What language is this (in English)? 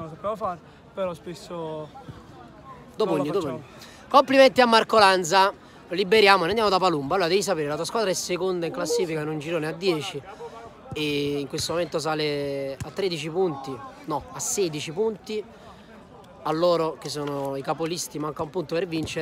Italian